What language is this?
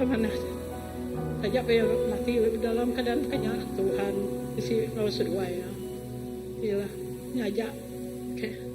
Iban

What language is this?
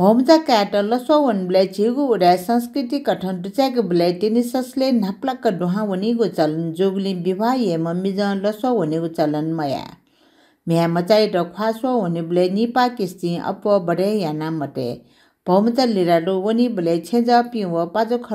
Newari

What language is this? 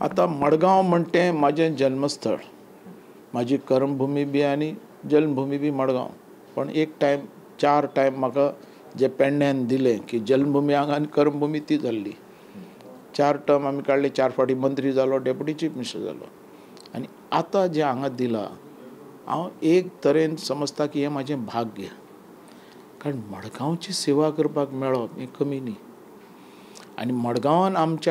Konkani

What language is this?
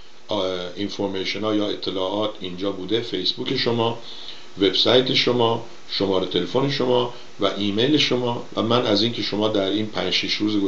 Persian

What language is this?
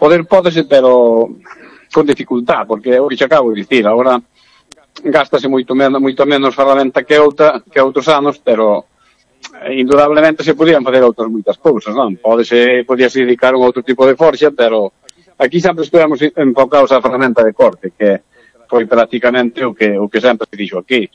Galician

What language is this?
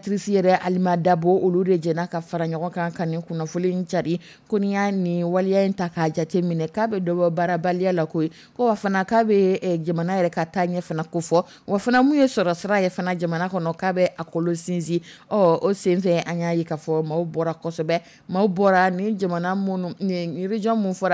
Dyula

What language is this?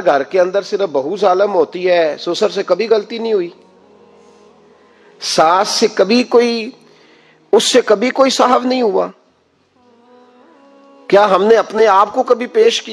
Urdu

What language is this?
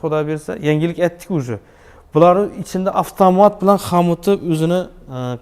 Uzbek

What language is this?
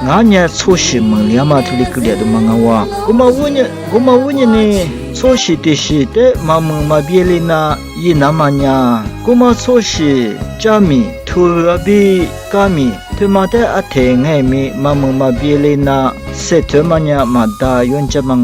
Lisu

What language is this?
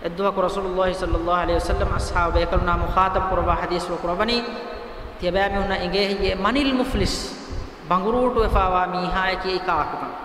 Divehi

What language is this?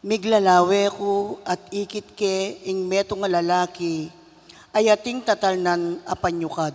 Pampanga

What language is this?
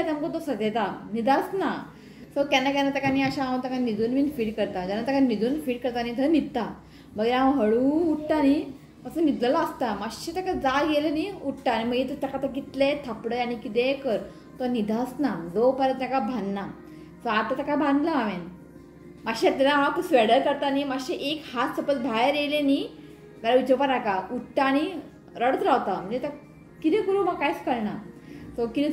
Konkani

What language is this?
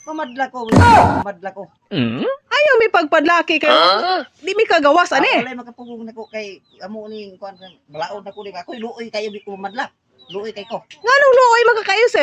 Cebuano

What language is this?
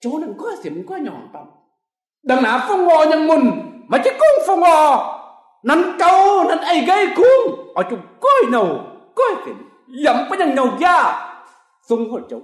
Kim Mun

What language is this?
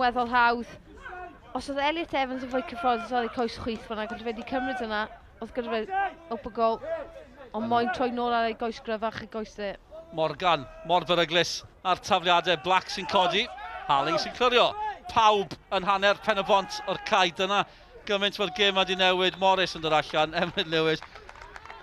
Welsh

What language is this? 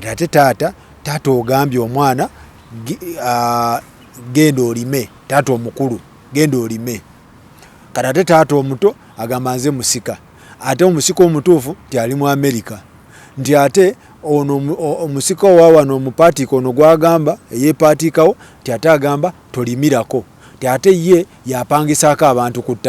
Ganda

